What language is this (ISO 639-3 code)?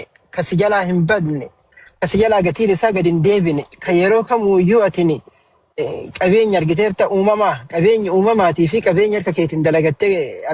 orm